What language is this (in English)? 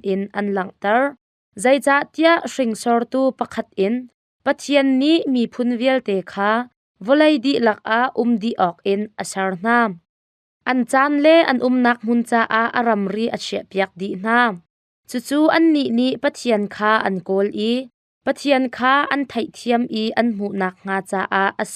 Hakha Chin